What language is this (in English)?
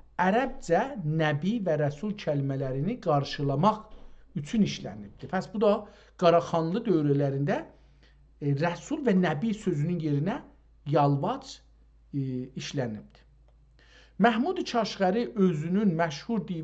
South Azerbaijani